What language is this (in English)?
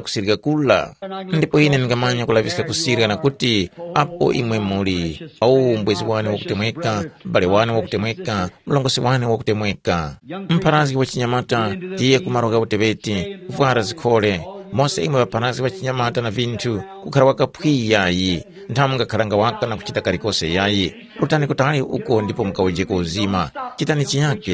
Tumbuka